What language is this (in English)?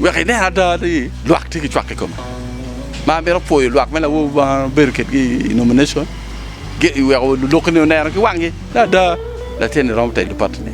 Acoli